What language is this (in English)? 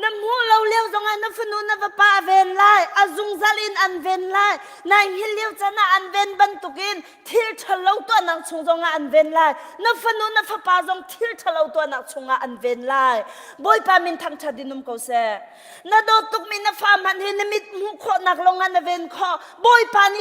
Hakha Chin